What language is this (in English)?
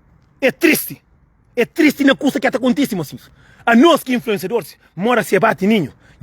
Kabuverdianu